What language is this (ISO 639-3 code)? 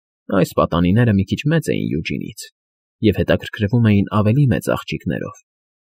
hye